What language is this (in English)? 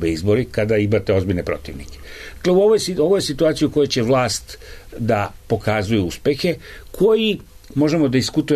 Serbian